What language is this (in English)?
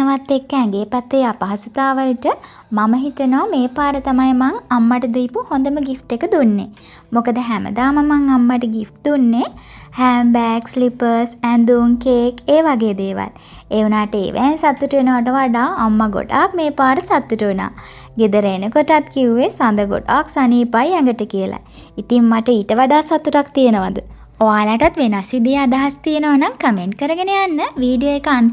Sinhala